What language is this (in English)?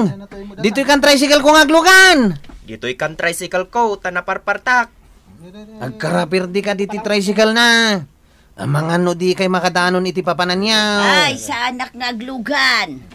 Iloko